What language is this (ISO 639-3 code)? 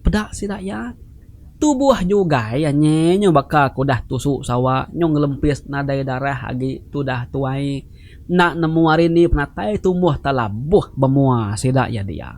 iba